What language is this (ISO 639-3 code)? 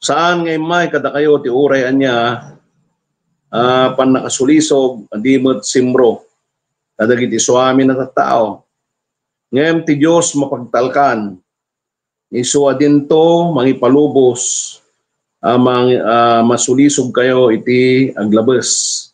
ilo